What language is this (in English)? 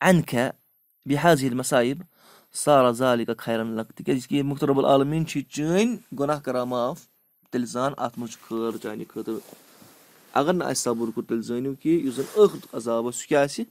Kashmiri